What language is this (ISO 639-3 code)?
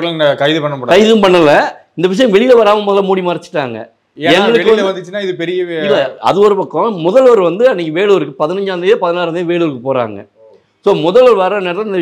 tam